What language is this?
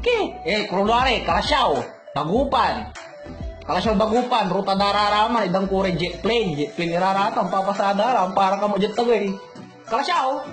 Pangasinan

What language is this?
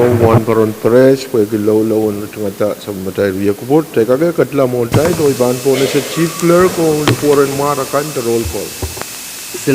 Pohnpeian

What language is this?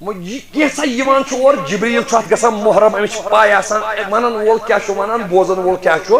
Kashmiri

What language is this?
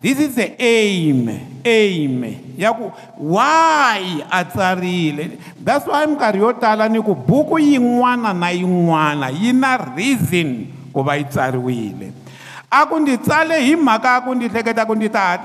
Tsonga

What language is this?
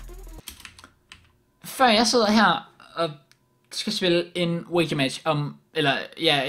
Danish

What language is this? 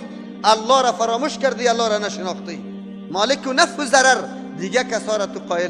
Persian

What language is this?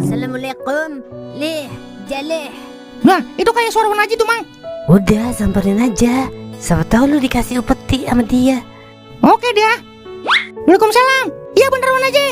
Betawi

